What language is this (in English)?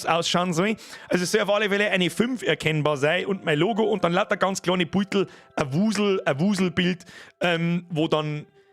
Bavarian